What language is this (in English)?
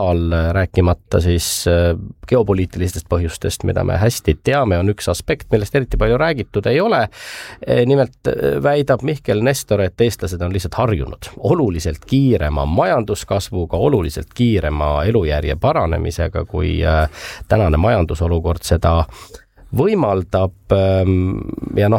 Estonian